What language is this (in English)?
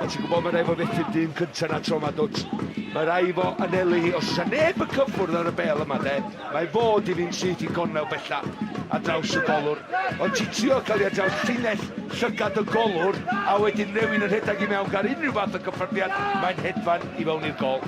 Welsh